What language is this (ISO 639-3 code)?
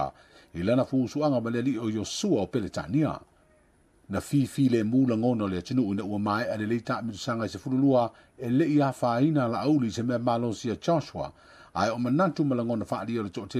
smo